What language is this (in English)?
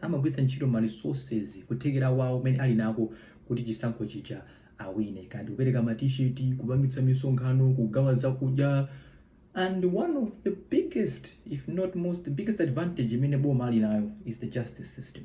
Nyanja